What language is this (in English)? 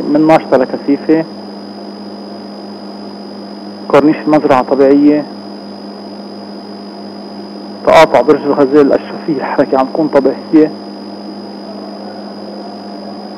North Levantine Arabic